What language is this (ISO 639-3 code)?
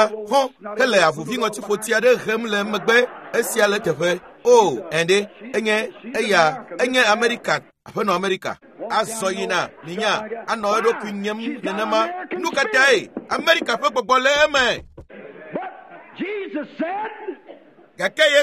ewe